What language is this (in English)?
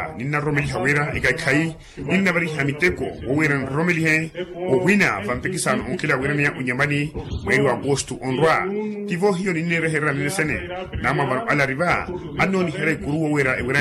Makhuwa